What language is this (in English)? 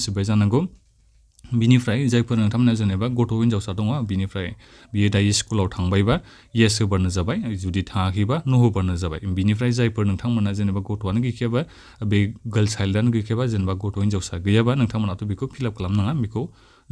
Bodo